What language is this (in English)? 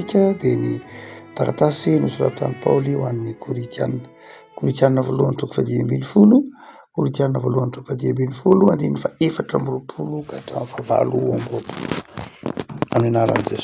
Malagasy